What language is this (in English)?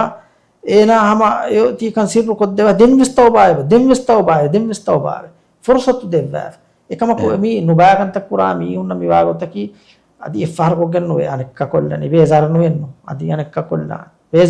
Divehi